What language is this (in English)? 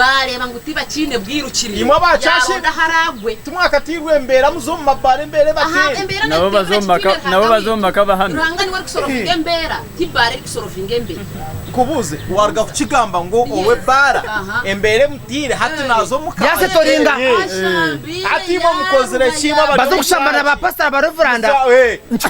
Nyankole